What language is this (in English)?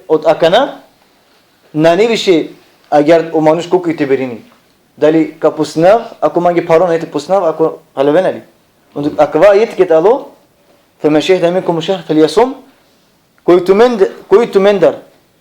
Balkan Romani